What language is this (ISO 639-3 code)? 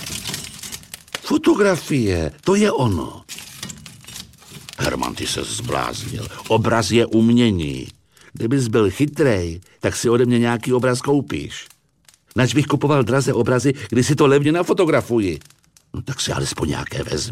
ces